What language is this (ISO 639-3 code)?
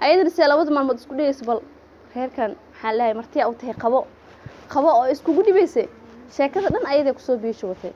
som